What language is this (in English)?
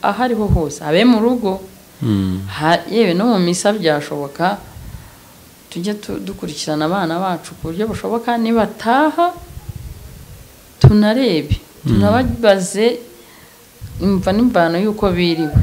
Kinyarwanda